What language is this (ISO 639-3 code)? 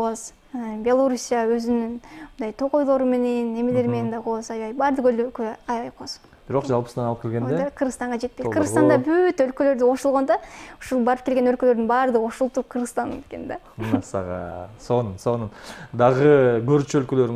kir